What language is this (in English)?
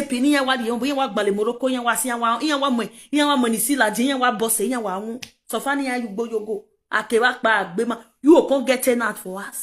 Nigerian Pidgin